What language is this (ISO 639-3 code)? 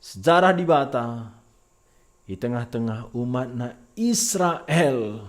btx